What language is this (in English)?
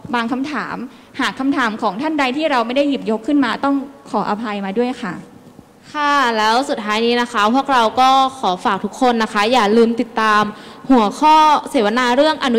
Thai